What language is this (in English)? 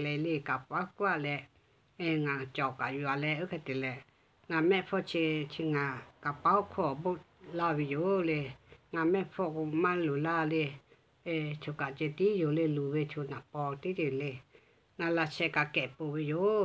Lahu